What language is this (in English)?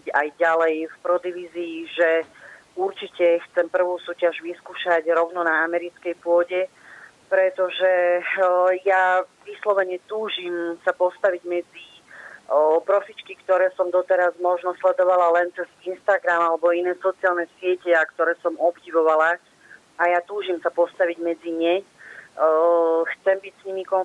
Slovak